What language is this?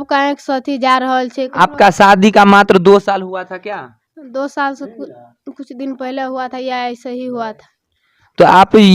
Maithili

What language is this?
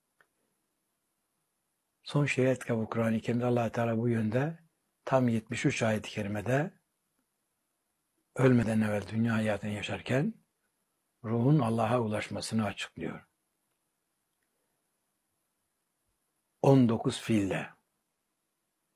Turkish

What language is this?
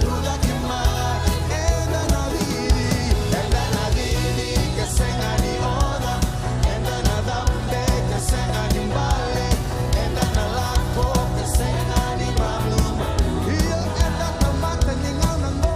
Fijian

